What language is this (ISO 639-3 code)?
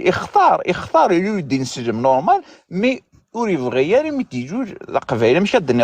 kab